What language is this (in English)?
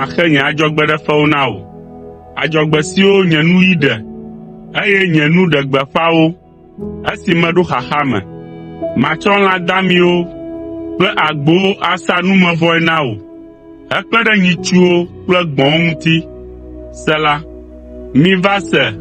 Ewe